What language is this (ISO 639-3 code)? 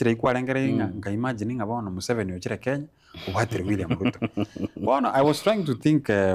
guz